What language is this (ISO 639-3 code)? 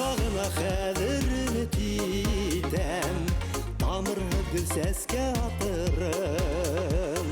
bak